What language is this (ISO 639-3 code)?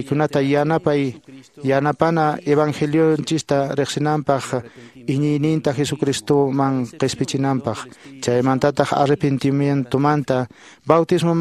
que